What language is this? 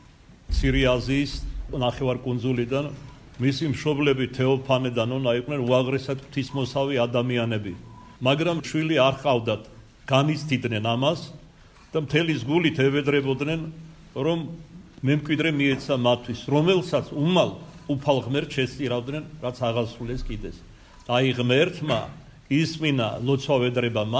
Georgian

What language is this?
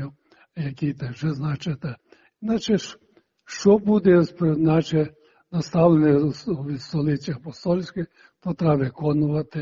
Ukrainian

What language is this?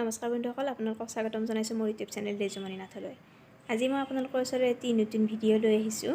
Assamese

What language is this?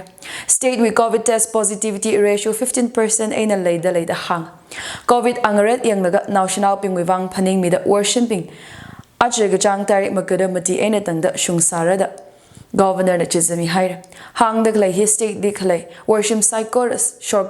Tangkhul Naga (India)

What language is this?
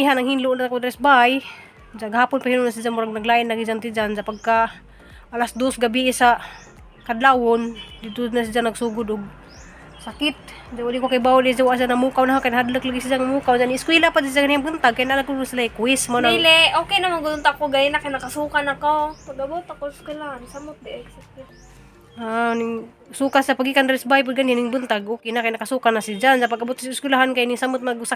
Cebuano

